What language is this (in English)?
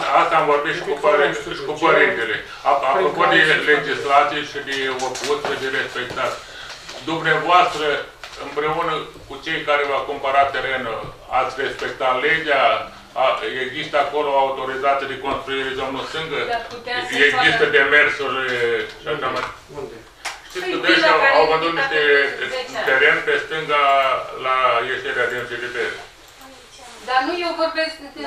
Romanian